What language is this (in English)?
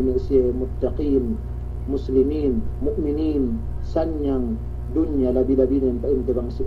Yakan